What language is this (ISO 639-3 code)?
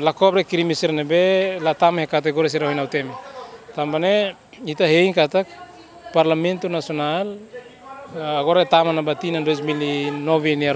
tet